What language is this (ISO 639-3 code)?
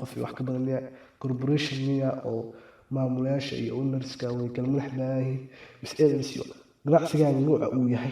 som